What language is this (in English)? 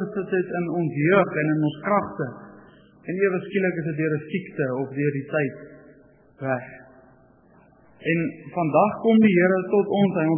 Afrikaans